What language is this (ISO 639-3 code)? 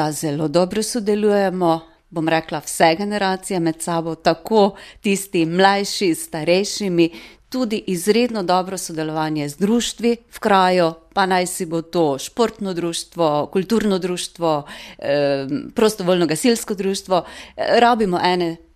slv